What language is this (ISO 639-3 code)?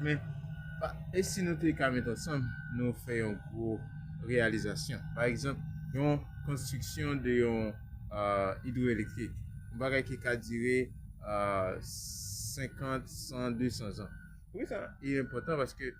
hat